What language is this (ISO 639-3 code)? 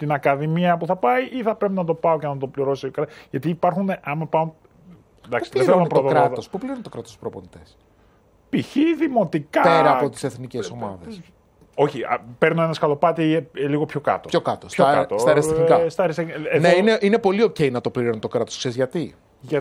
ell